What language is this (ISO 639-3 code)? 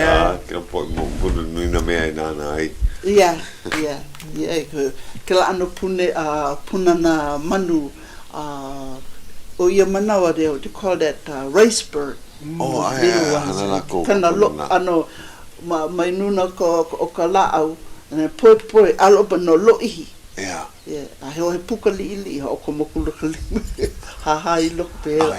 haw